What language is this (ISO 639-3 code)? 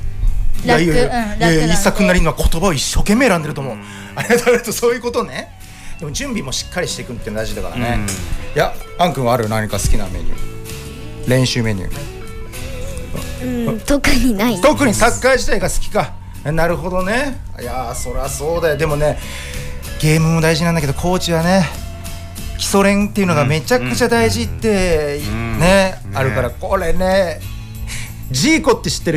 jpn